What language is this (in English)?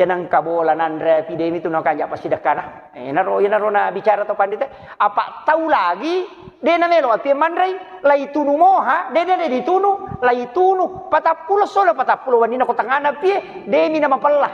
Buginese